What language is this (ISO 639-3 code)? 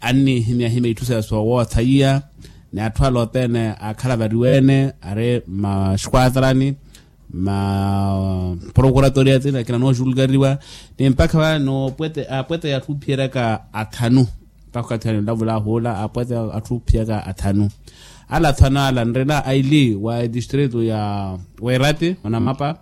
vmw